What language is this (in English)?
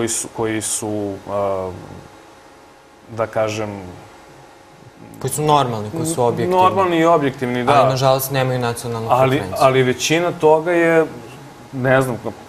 Serbian